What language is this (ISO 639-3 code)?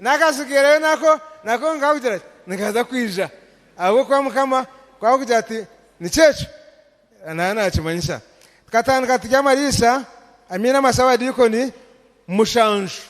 nyn